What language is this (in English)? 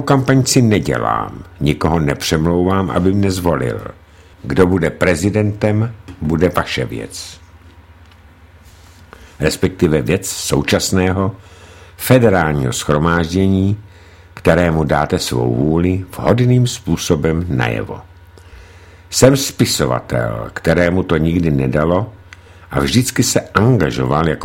Czech